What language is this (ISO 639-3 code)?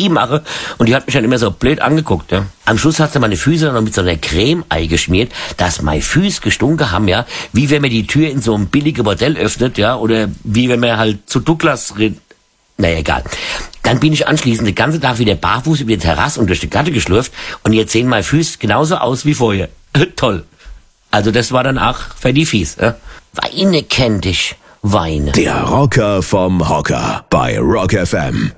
deu